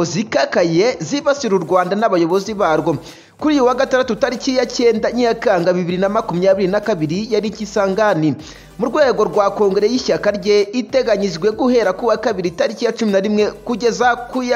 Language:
Kinyarwanda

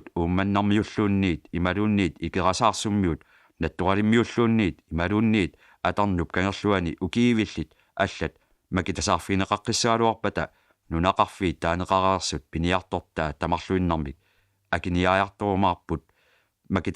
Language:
Kalaallisut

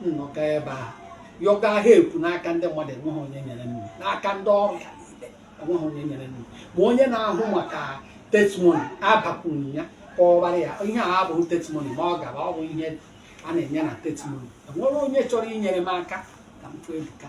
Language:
Igbo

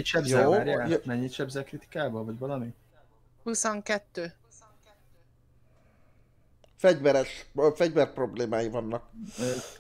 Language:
Hungarian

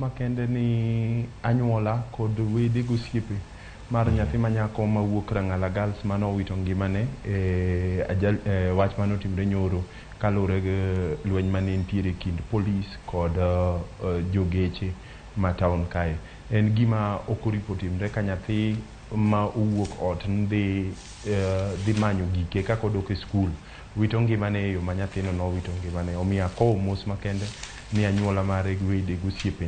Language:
Luo (Kenya and Tanzania)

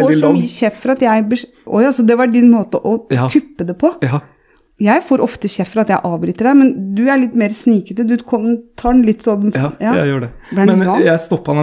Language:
Norwegian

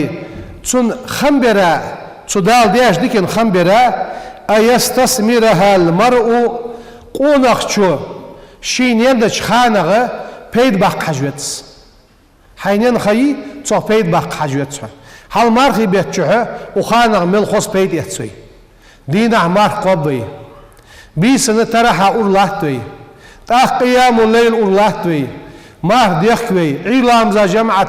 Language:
Ingush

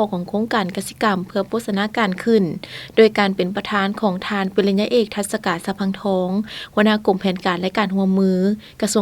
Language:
Lao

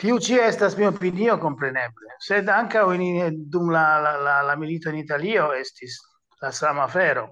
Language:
Esperanto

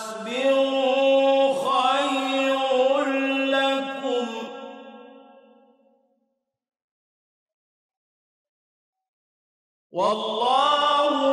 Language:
Arabic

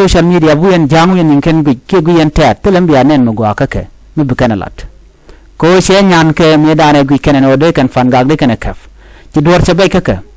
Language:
Nuer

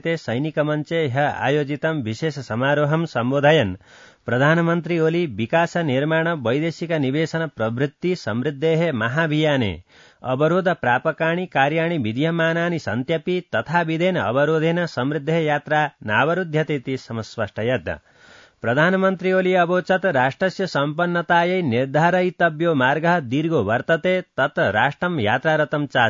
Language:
Sanskrit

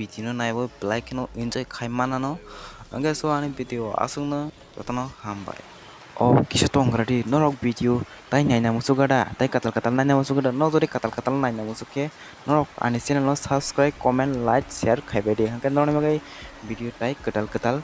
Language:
Kok Borok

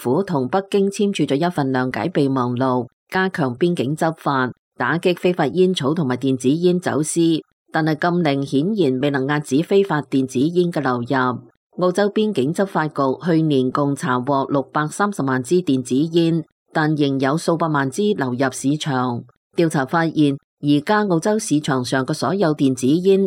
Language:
Cantonese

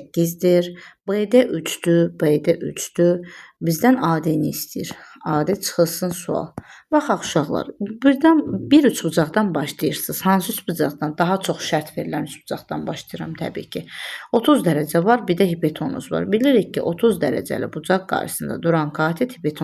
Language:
Azerbaijani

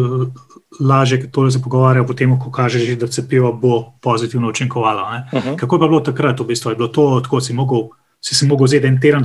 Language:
Slovenian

